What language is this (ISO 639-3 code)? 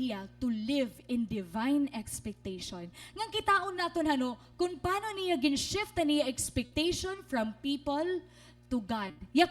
war